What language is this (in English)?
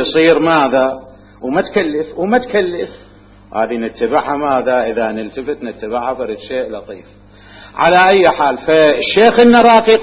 Mesopotamian Arabic